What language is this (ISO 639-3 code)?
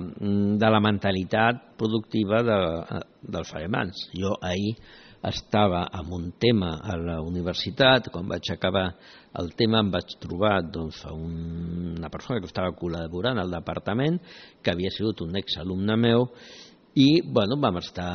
cat